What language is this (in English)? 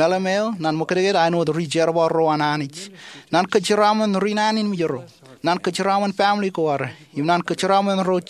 Marshallese